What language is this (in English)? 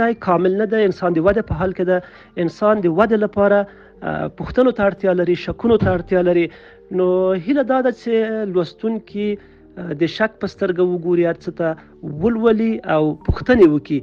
Pashto